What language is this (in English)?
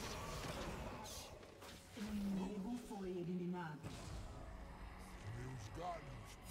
Portuguese